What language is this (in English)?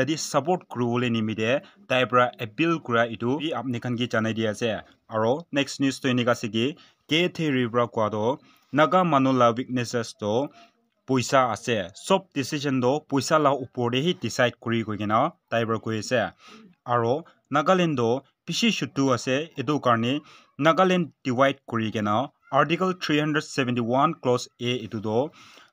Naga Pidgin